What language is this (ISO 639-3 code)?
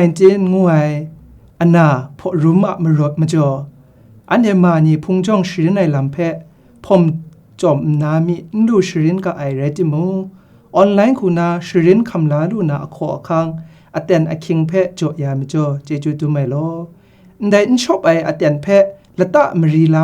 kac